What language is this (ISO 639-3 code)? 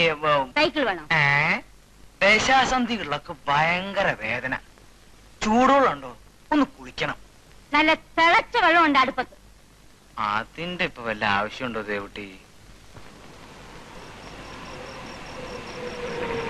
mal